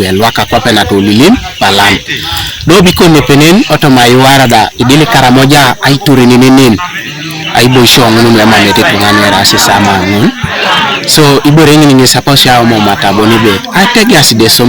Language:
Teso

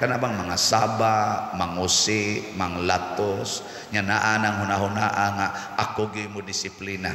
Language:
Cebuano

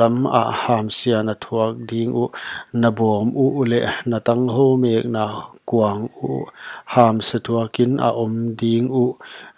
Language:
Paite Chin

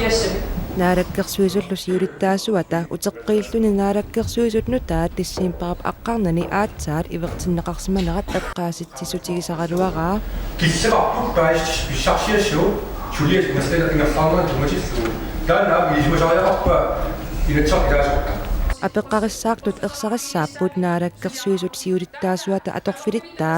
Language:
Kalaallisut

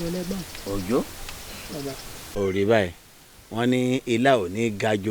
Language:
Yoruba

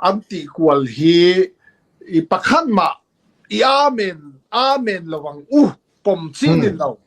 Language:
Falam Chin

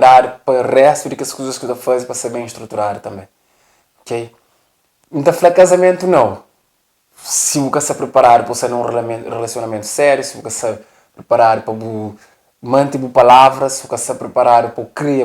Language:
Kabuverdianu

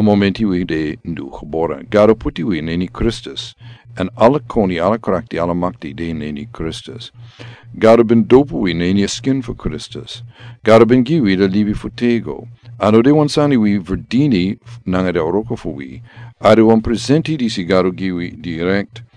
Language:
Sranan Tongo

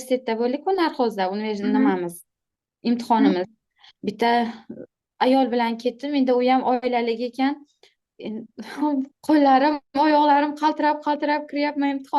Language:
Uzbek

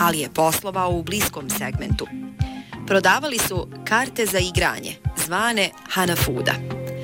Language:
Bosnian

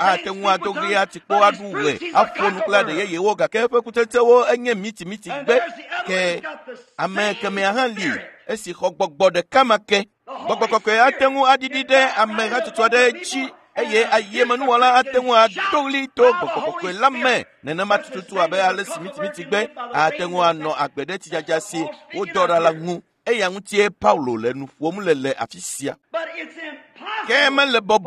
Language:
Ewe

